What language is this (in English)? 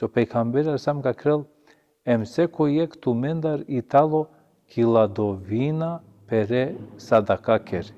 Balkan Romani